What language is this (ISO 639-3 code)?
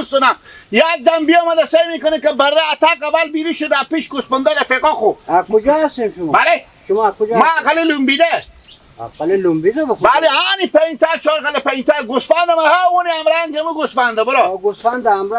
haz